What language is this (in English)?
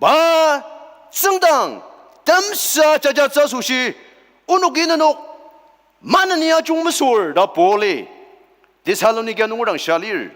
Ao Naga